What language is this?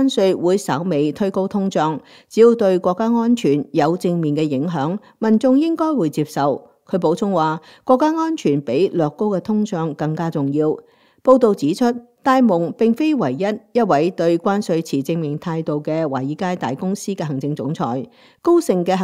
Cantonese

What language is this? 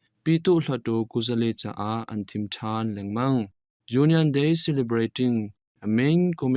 Hakha Chin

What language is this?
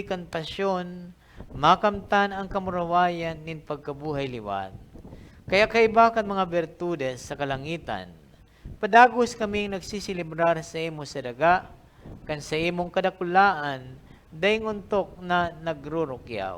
Bikol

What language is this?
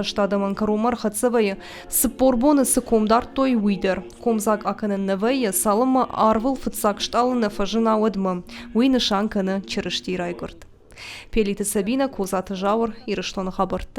Ossetic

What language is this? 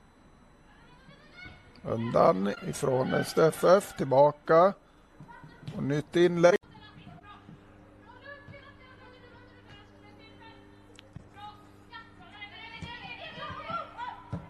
Swedish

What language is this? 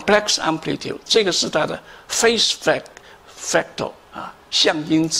Chinese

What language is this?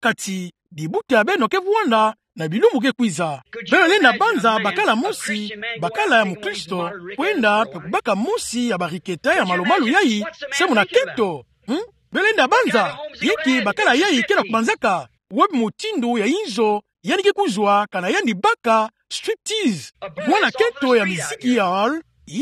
Kituba (Democratic Republic of Congo)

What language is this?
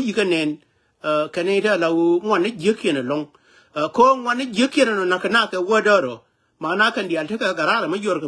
Nuer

